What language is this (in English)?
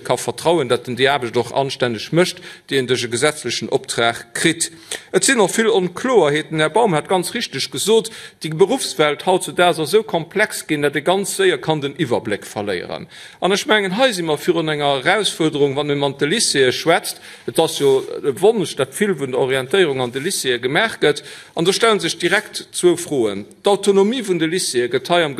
Luxembourgish